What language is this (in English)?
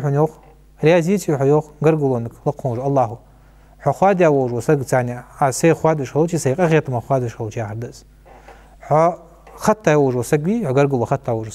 Ingush